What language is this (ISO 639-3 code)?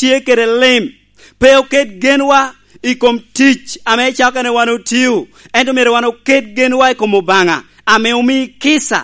laj